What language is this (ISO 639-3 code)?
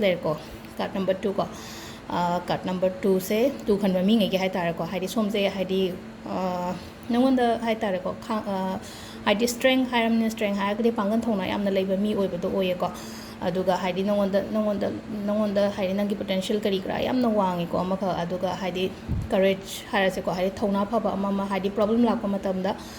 mni